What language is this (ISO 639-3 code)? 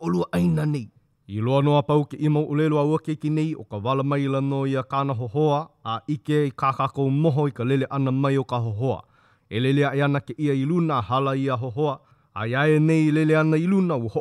haw